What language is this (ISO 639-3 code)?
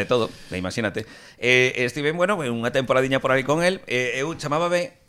glg